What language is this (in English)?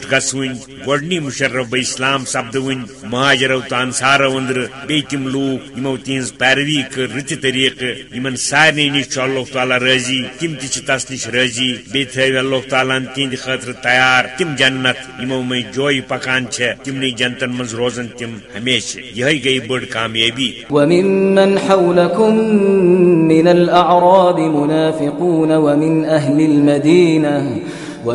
Kashmiri